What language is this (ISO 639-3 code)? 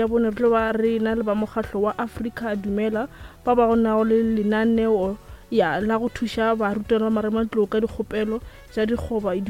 nso